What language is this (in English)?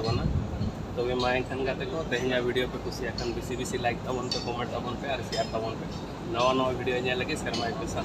Santali